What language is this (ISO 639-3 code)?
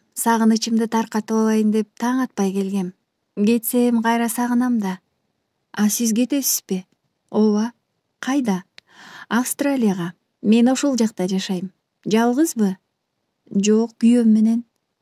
kir